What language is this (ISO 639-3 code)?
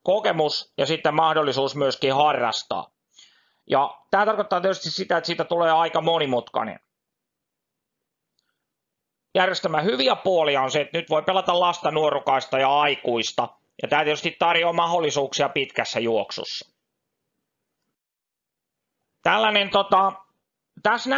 fin